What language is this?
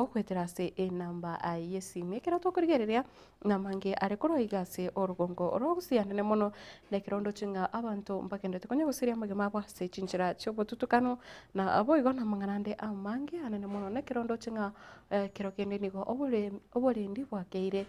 Gusii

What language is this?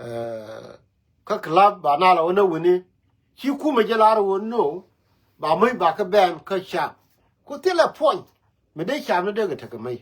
Nuer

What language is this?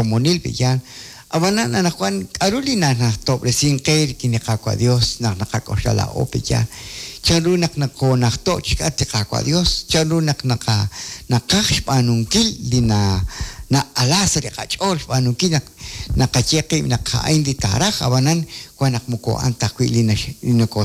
Kekchí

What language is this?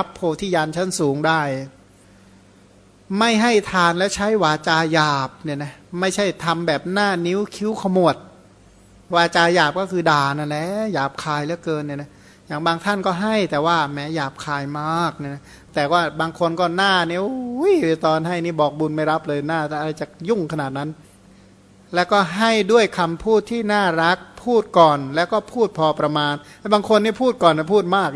Thai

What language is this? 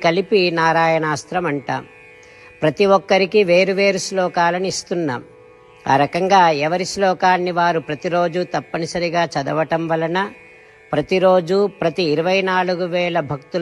Telugu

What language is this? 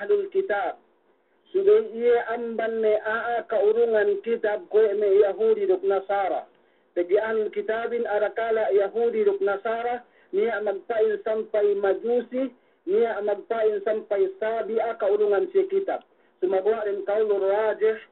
Yakan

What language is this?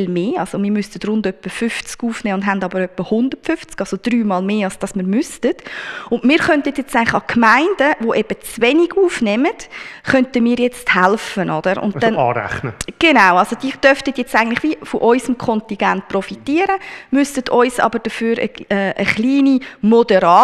Swiss German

